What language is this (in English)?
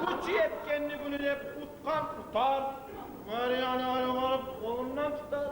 Kumyk